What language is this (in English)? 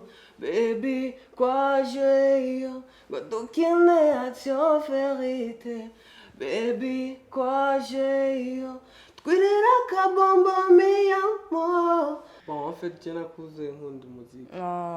Rundi